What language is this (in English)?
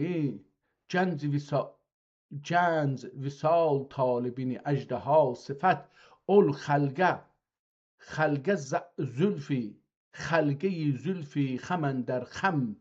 South Azerbaijani